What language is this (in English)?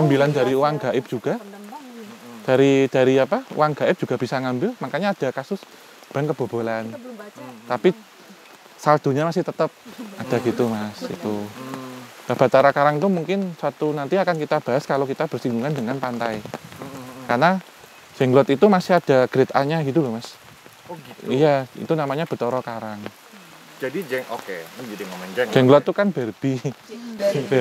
Indonesian